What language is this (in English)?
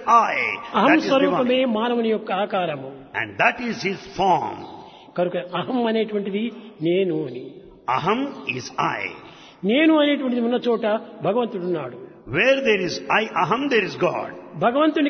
Telugu